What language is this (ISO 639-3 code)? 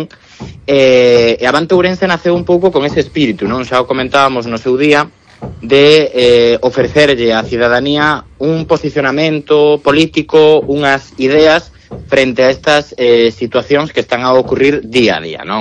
glg